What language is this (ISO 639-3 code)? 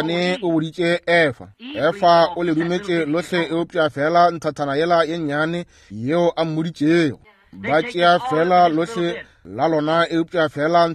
nso